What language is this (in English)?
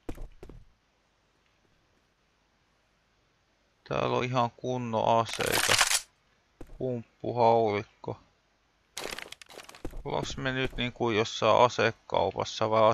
Finnish